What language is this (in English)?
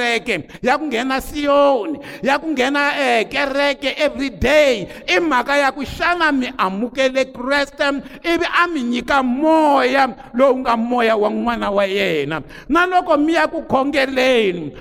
Tsonga